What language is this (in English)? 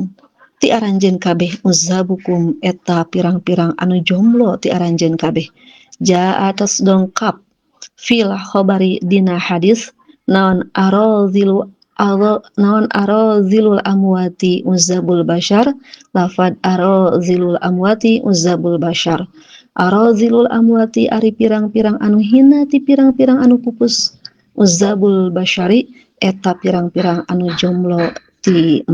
Sundanese